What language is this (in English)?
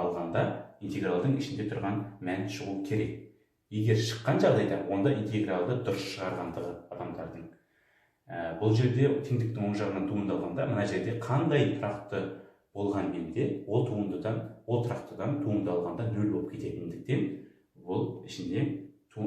Kazakh